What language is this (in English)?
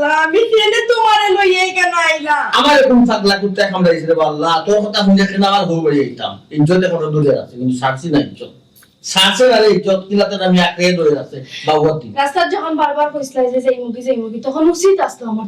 Sylheti